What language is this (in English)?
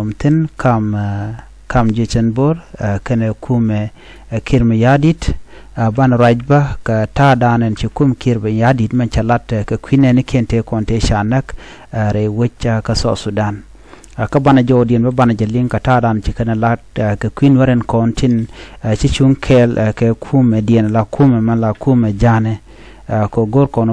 Nuer